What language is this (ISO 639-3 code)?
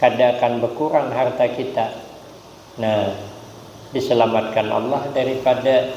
bjn